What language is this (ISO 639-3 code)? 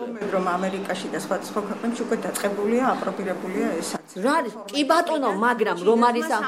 kat